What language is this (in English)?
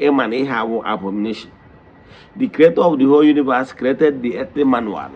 Igbo